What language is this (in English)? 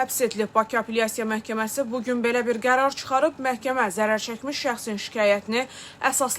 Azerbaijani